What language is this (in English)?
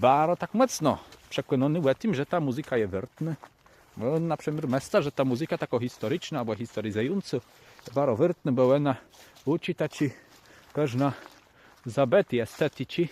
Kashubian